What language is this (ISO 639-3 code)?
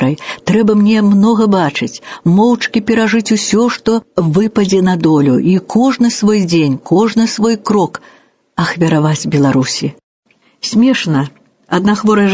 bel